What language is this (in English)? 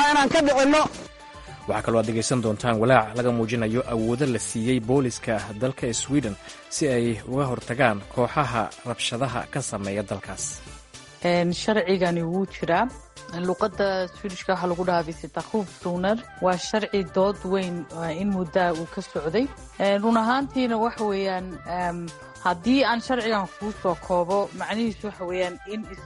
Somali